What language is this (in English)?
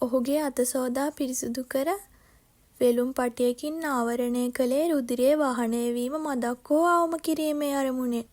Sinhala